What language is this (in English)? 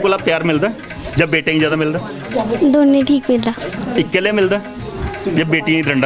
Dogri